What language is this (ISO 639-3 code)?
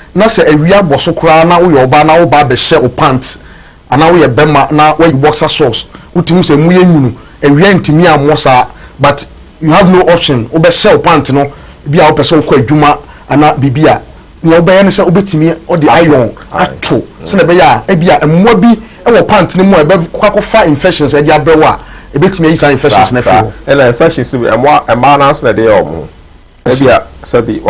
aka